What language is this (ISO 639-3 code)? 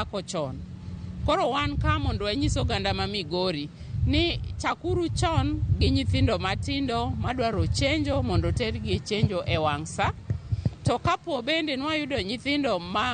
luo